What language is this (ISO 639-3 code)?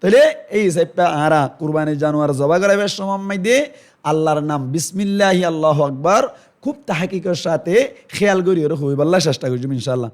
rhg